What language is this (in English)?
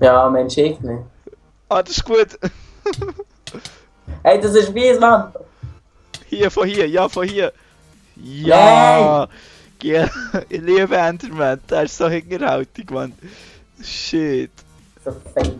Swiss German